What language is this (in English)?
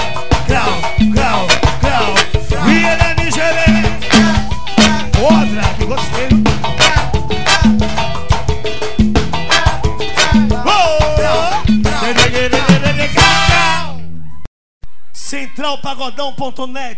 Portuguese